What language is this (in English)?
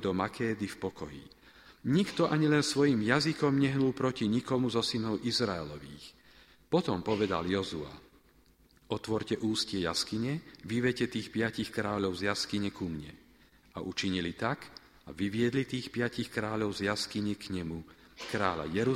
Slovak